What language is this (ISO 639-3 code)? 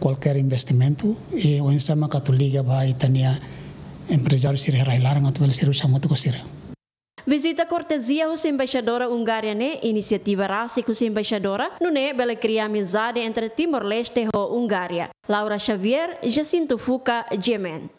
tet